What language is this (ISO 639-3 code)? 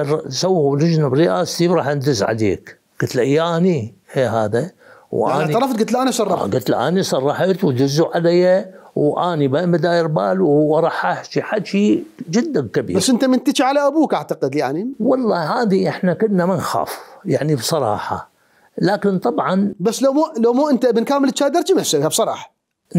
acm